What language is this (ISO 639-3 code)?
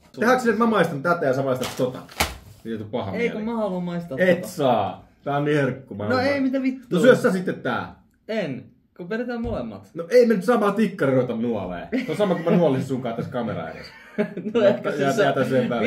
fin